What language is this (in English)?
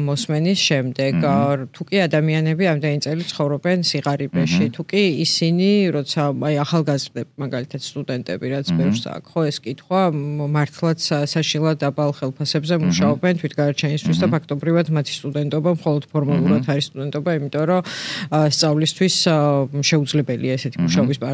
Georgian